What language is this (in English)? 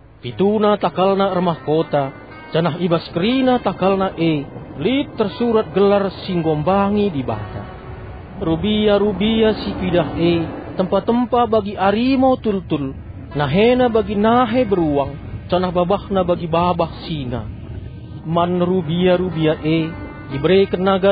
Batak Karo